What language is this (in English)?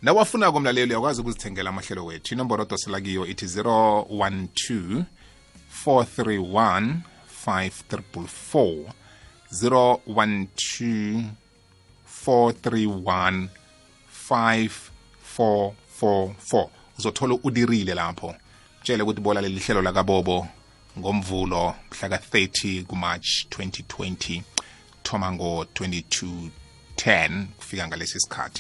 South Ndebele